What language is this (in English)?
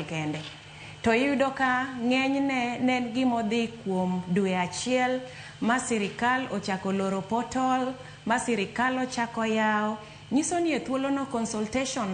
Luo (Kenya and Tanzania)